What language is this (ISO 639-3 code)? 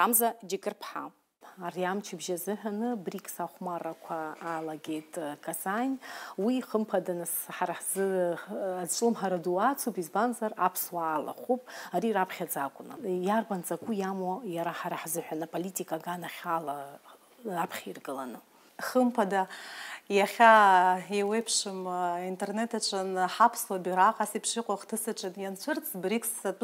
abk